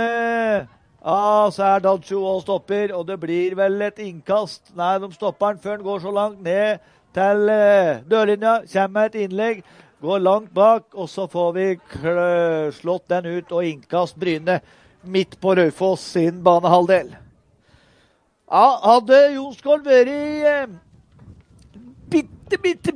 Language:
Norwegian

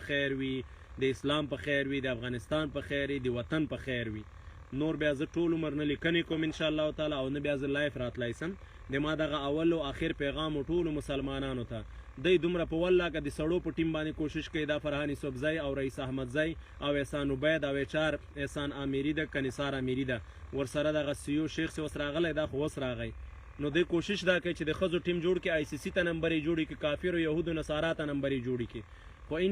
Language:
Pashto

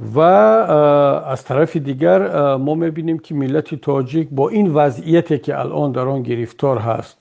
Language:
Tajik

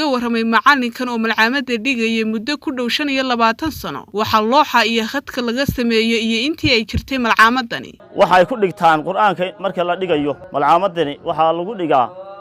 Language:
Somali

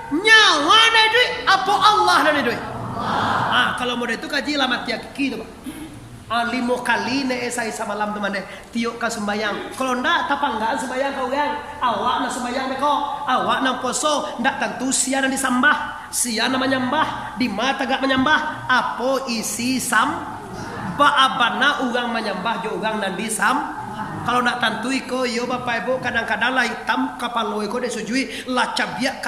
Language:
Minangkabau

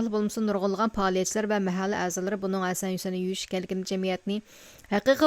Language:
Uyghur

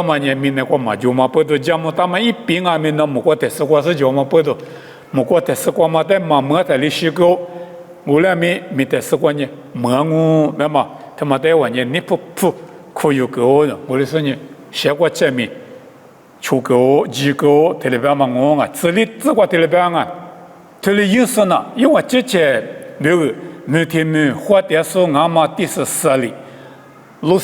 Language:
Lisu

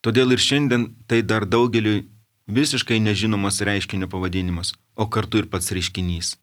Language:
Lithuanian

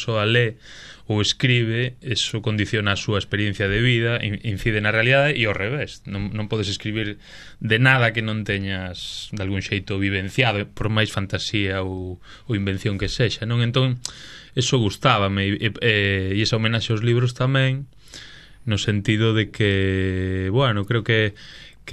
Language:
Galician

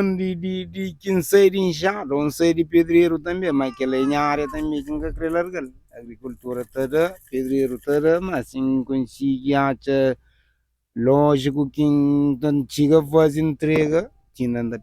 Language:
Kabuverdianu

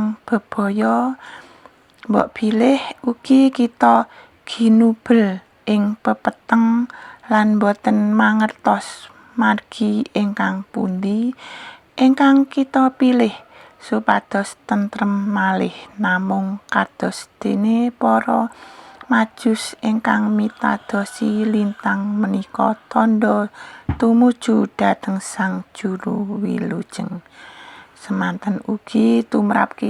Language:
Javanese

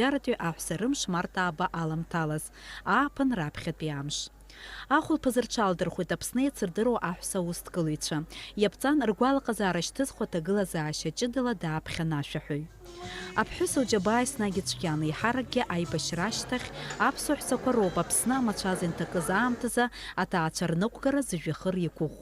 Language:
Abkhazian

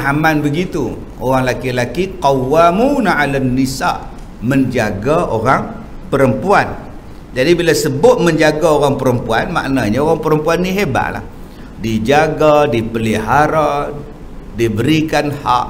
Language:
Malay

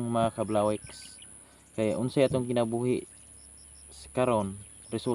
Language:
Cebuano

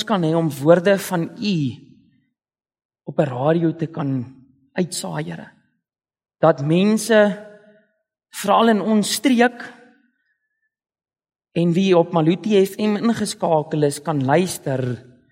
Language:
Afrikaans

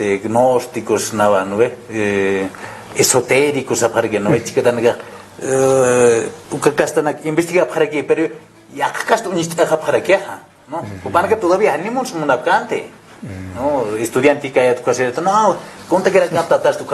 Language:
Aymara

